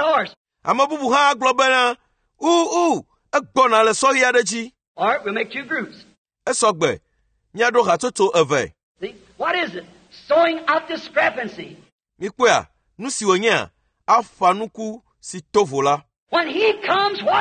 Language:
Ewe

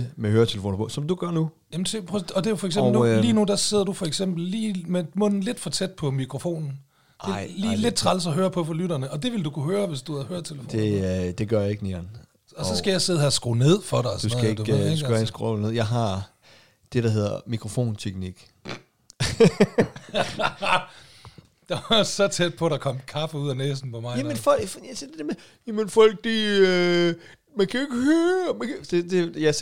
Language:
Danish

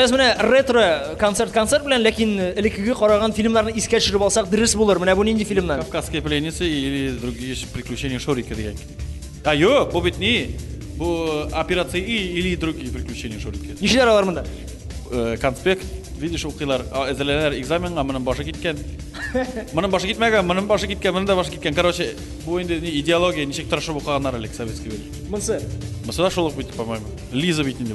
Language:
Tatar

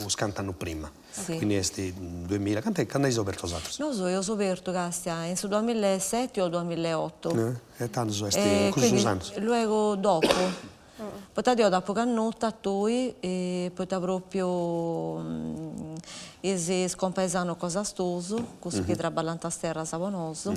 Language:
Sardinian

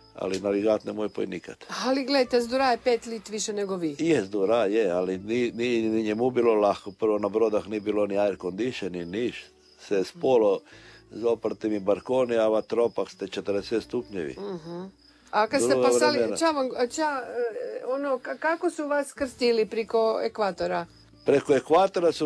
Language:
Croatian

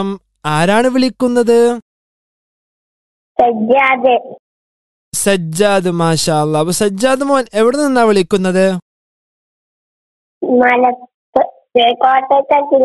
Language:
Malayalam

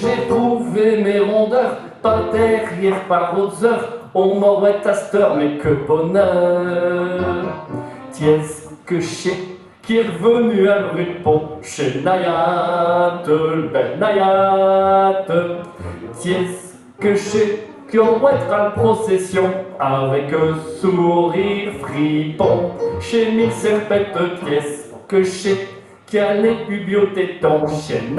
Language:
Picard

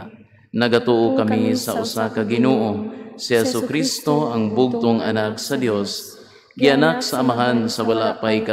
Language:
Cebuano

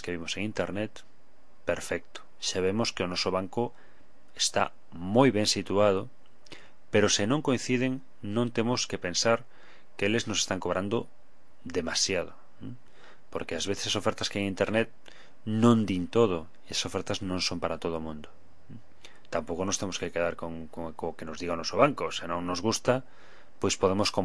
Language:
Galician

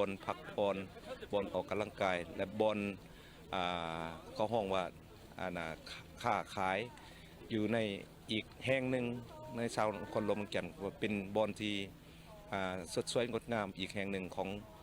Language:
Lao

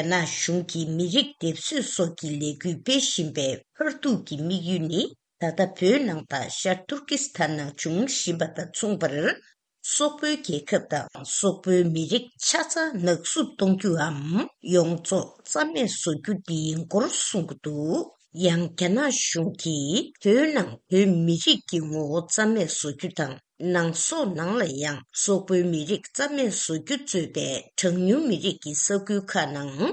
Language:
Tibetan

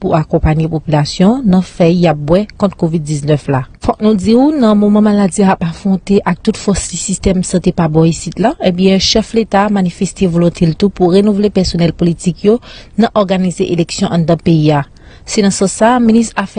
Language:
Haitian Creole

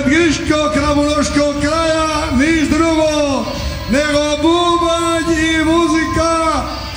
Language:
Croatian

